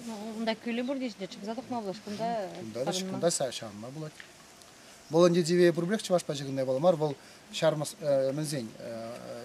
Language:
Chuvash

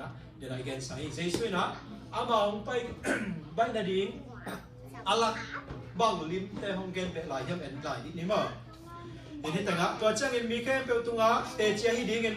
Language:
Tedim Chin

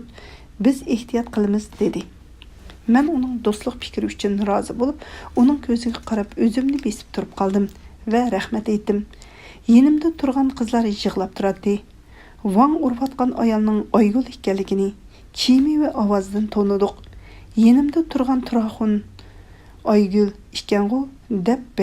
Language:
Uyghur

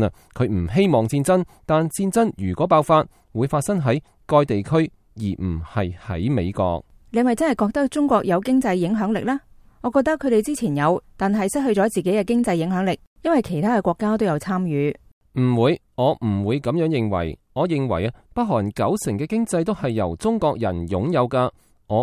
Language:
Cantonese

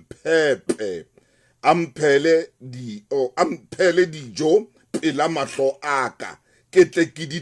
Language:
Southern Sotho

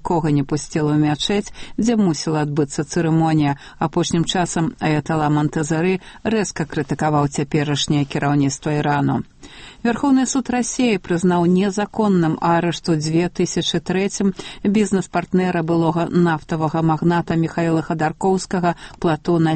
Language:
Belarusian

